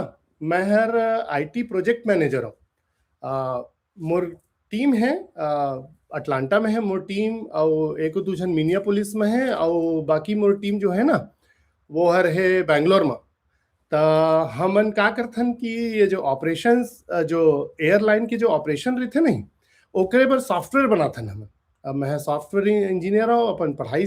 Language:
Chhattisgarhi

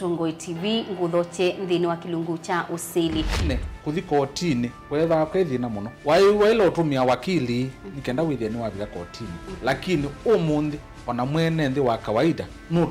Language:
Kamba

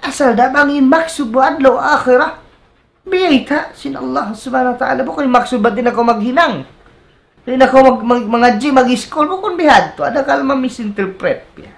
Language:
Tausug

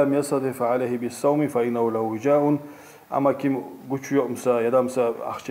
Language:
Kumyk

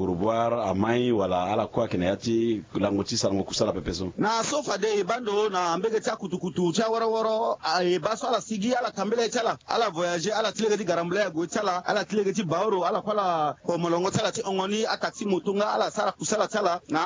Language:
Sango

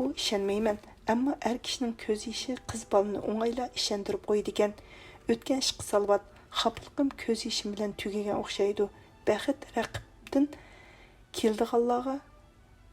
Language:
Uyghur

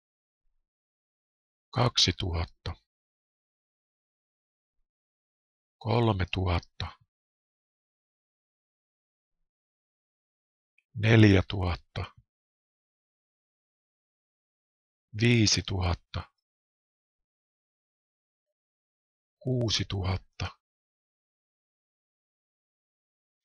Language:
Finnish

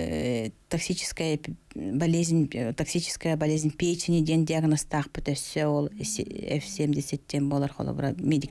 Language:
Yakut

